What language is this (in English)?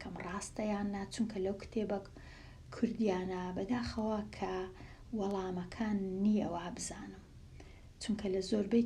Central Kurdish